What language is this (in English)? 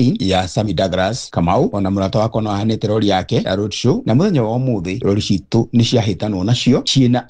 Kikuyu